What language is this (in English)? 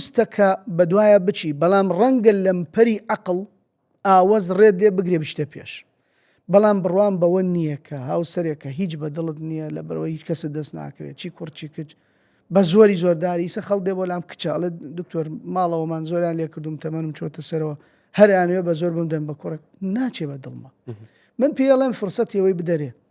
Central Kurdish